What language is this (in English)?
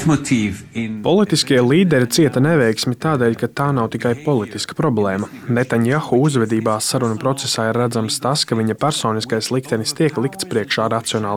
Latvian